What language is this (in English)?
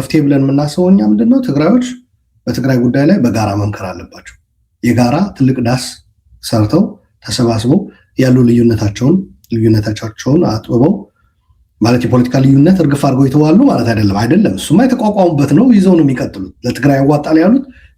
Amharic